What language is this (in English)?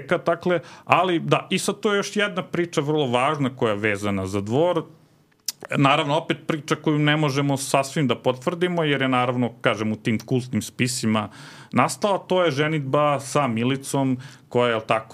Serbian